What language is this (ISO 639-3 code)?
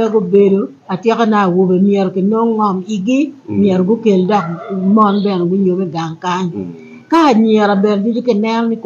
ach